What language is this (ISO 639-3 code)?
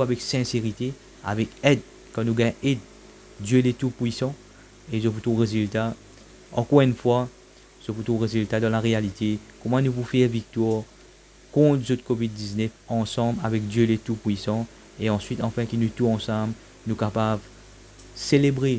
mfe